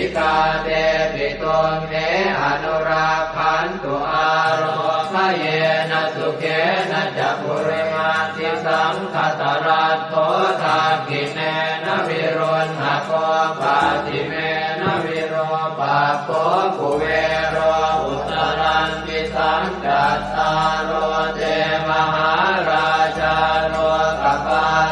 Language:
Pali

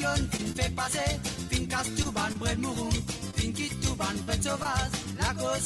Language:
Morisyen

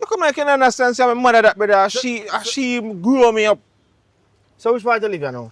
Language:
Jamaican Creole English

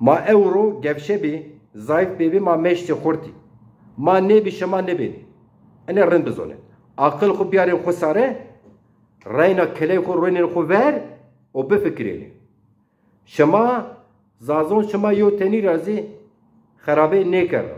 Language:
Zaza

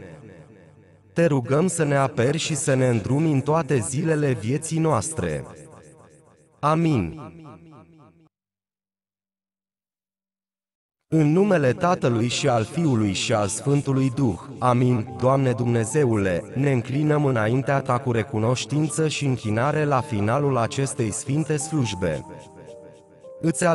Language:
Romanian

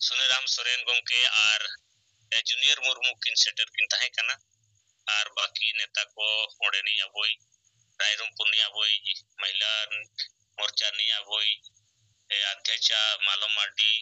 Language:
Santali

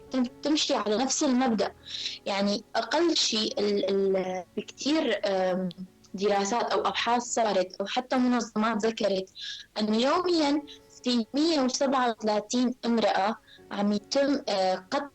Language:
North Levantine Arabic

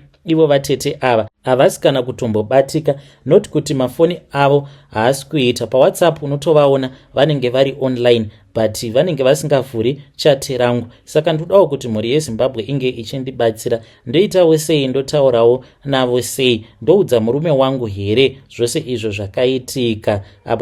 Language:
Shona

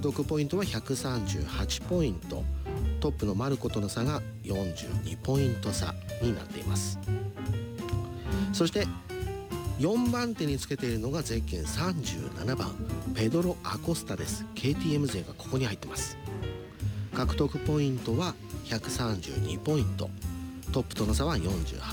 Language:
Japanese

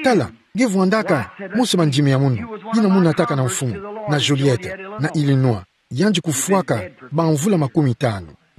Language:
Kituba (Democratic Republic of Congo)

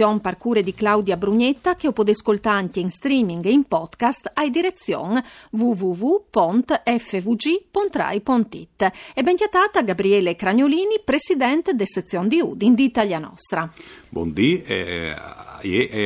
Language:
Friulian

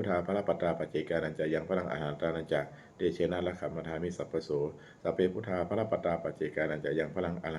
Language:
Pali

